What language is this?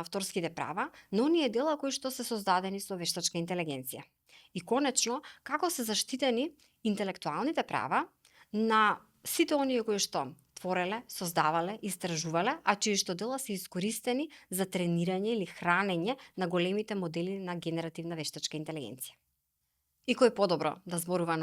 Macedonian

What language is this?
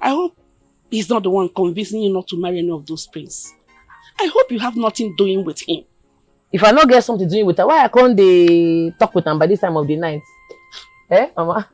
Nigerian Pidgin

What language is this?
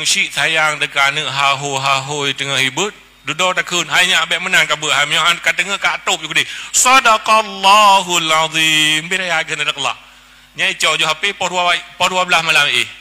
Achinese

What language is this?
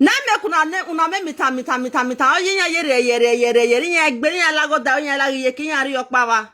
Nigerian Pidgin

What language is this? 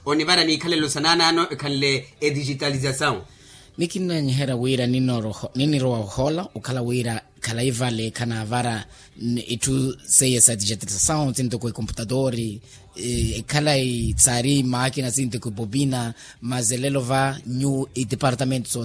Makhuwa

